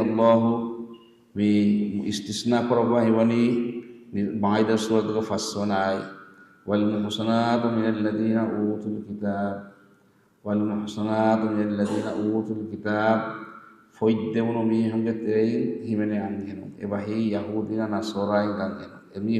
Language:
Divehi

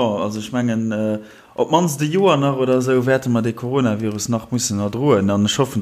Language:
Luxembourgish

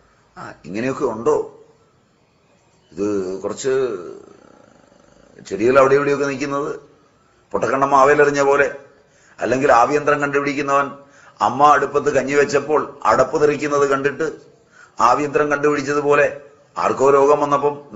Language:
Malayalam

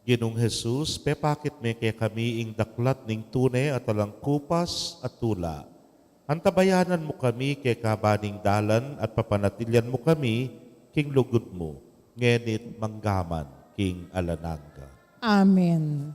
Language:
Pampanga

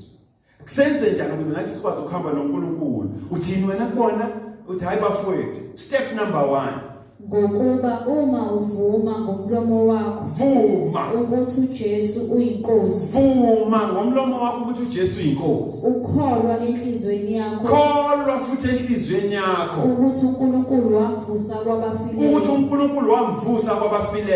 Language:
Zulu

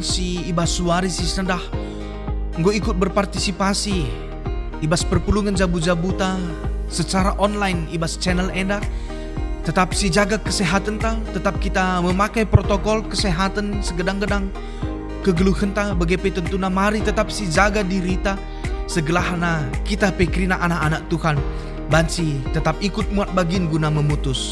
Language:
Batak Karo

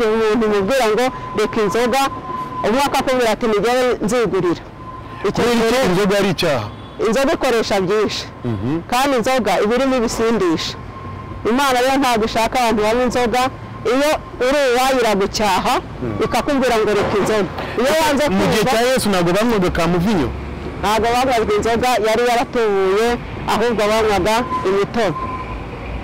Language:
Kinyarwanda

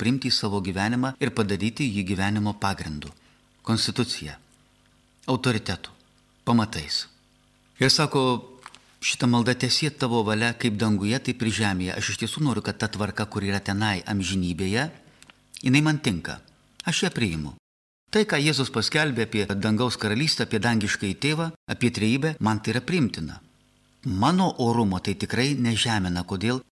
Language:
Lithuanian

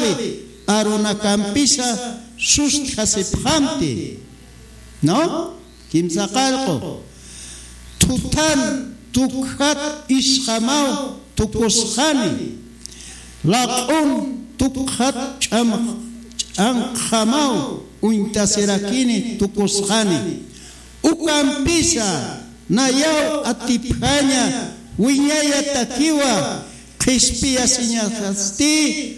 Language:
Aymara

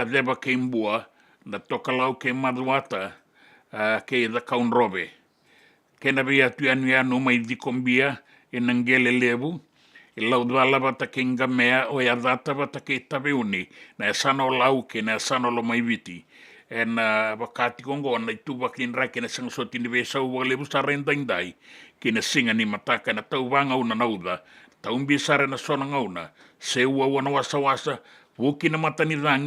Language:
Fijian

